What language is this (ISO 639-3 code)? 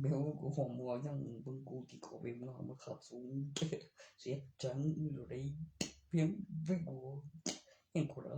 tts